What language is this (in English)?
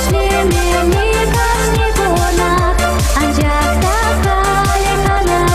Chuvash